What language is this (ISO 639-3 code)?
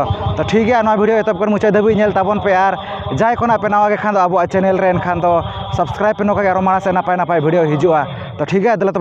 sat